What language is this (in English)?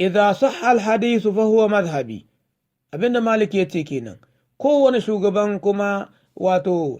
Hausa